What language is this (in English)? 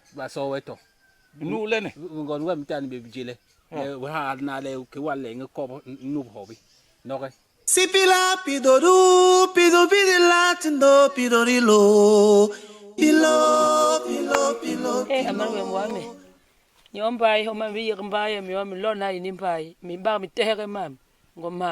Basaa